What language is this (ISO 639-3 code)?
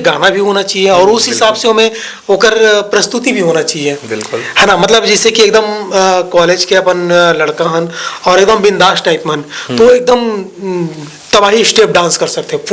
hne